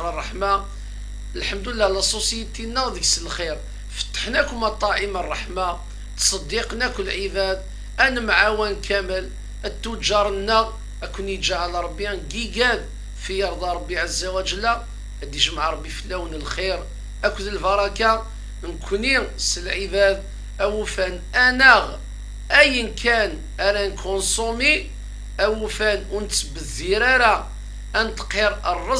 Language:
Kabyle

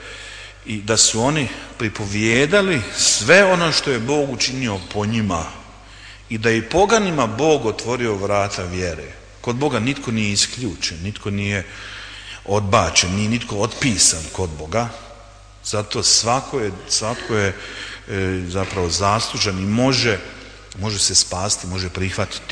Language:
Croatian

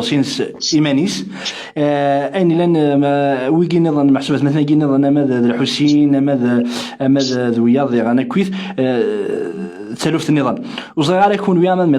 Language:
Kabyle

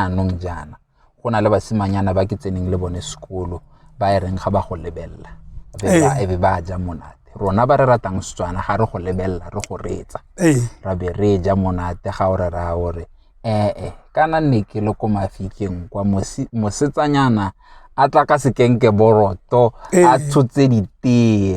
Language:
Tswana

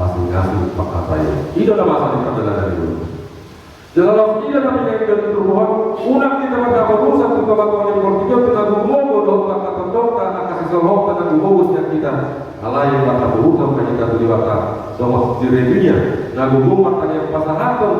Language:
Batak Toba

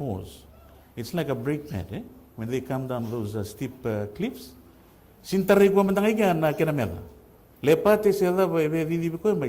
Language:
Fijian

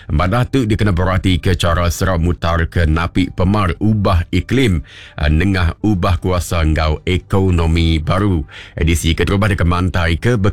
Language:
Iban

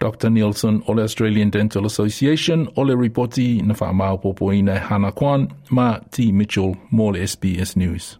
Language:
Samoan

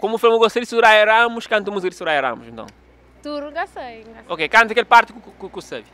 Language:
Kabuverdianu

